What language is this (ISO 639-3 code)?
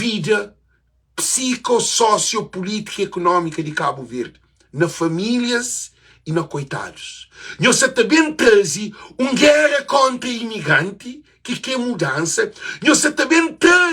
kea